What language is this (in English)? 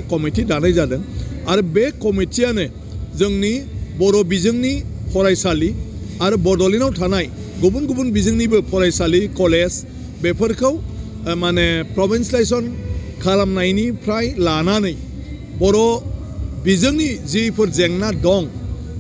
Bodo